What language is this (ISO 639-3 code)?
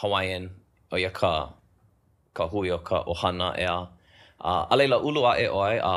haw